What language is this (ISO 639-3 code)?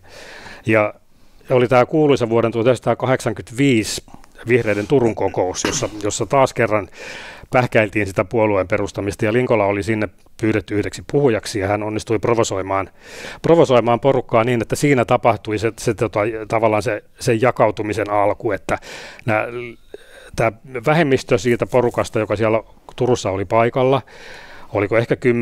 fin